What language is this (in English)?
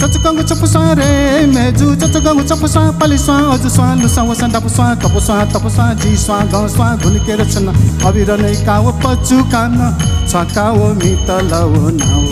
Newari